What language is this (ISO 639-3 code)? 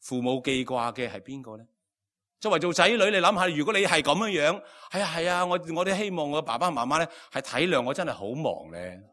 yue